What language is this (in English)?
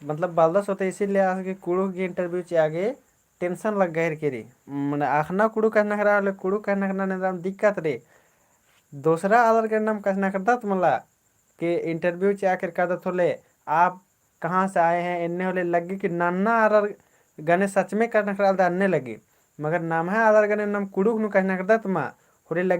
Kurukh